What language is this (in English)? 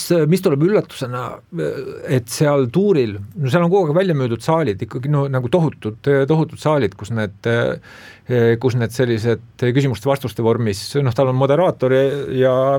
Estonian